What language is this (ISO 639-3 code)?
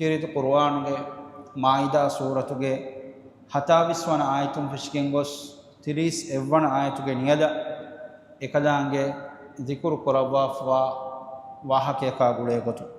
div